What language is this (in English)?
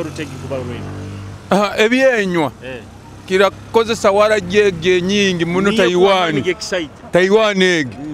Nyoro